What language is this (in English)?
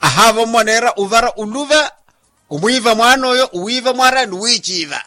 Makhuwa